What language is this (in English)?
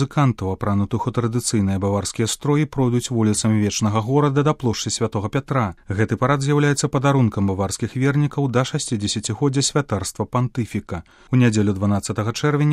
Belarusian